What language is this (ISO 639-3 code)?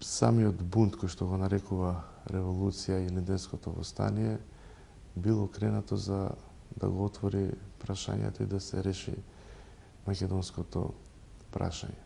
mkd